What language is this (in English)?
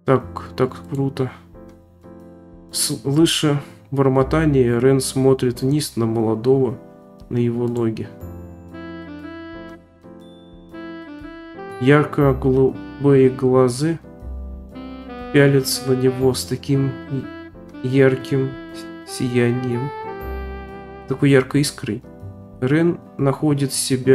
Russian